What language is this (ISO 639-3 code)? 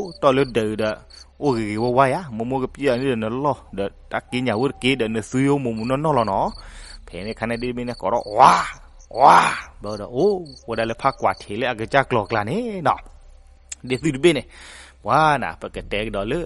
ksw